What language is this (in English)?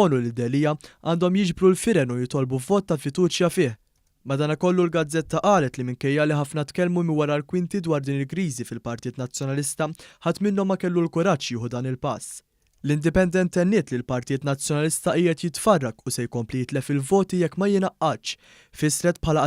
Maltese